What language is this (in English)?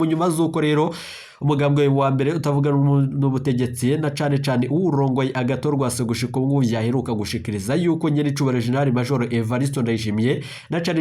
Rundi